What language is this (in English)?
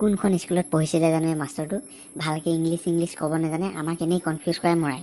Assamese